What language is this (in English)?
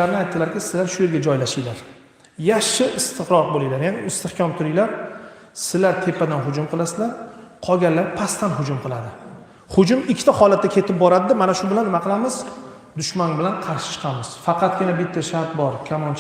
Uzbek